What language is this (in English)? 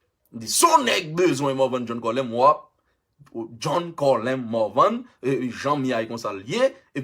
Haitian Creole